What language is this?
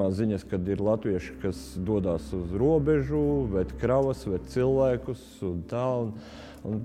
Latvian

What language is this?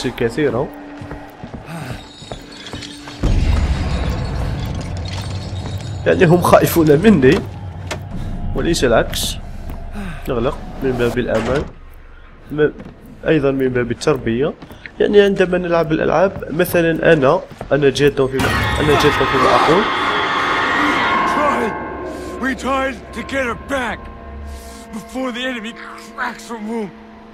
Arabic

